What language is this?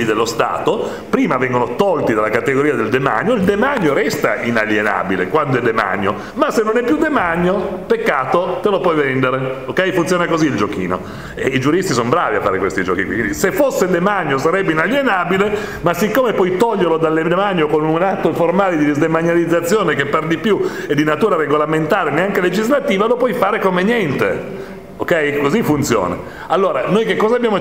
Italian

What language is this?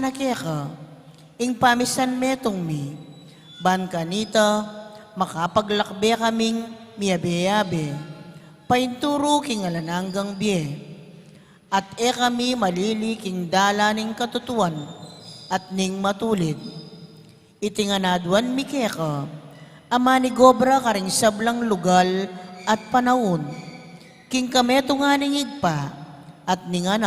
Pampanga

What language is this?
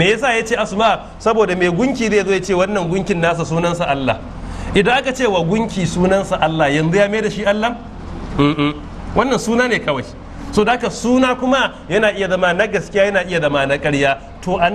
Hausa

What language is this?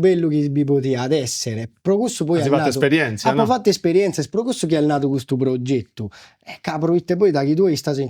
Sardinian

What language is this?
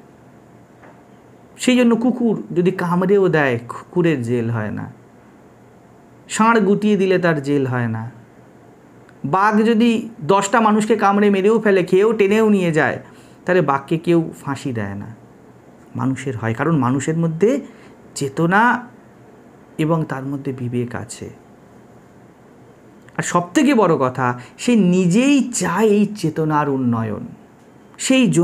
Bangla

